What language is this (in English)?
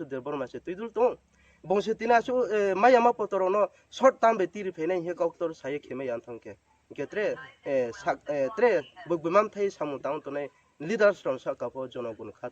Riang (India)